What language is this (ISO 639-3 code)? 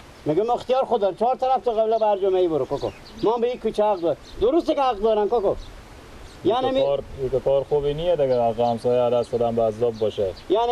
fas